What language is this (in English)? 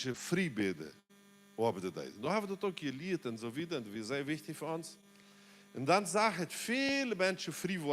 Plautdietsch